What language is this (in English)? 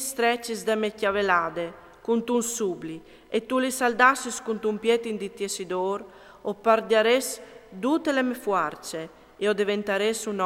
Friulian